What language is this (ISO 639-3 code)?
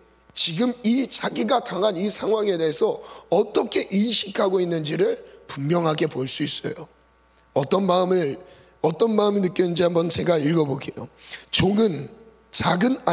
kor